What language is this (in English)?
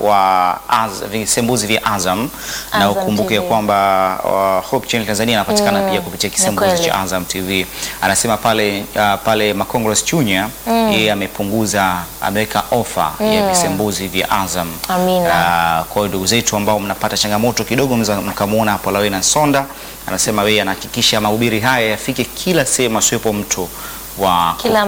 Swahili